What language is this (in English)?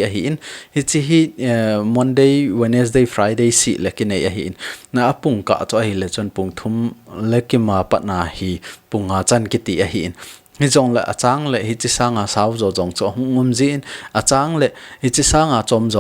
Thado Chin